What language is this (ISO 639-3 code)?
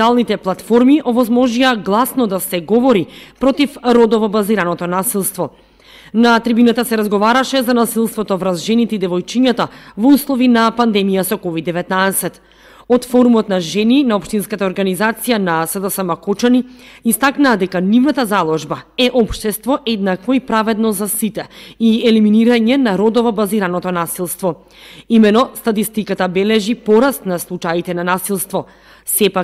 mkd